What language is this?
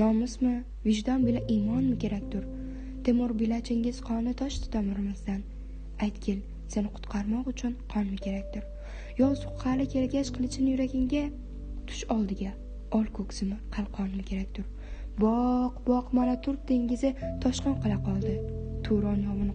Uzbek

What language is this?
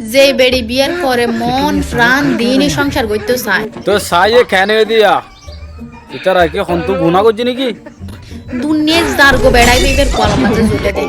Rohingya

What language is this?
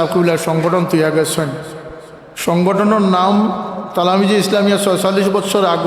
Sylheti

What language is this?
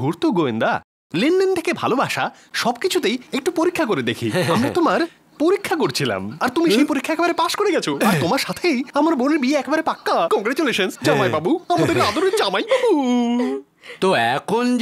Bangla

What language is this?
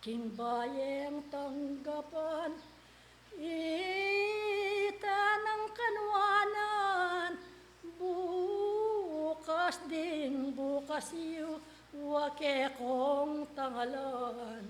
Pampanga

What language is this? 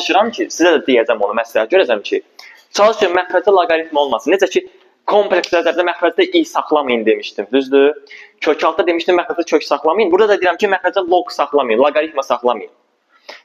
Azerbaijani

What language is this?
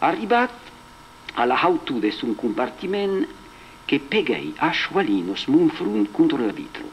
Occitan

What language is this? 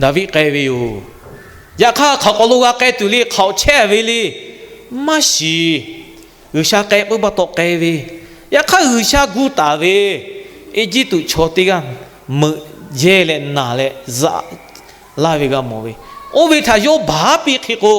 Lahu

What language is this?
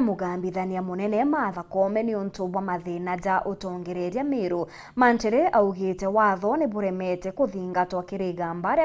Meru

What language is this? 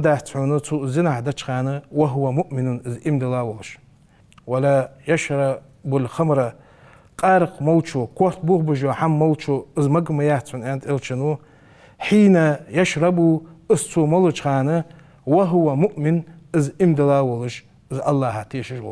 Ingush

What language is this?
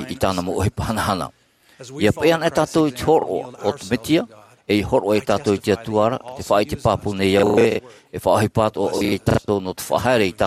Tahitian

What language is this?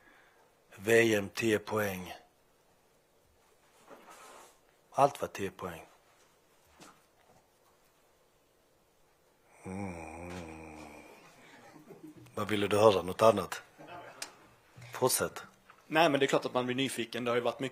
Swedish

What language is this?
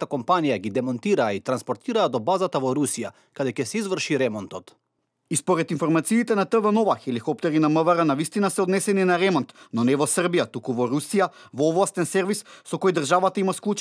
Macedonian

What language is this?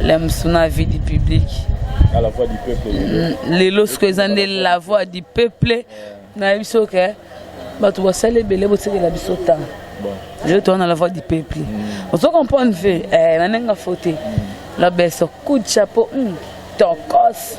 Lingala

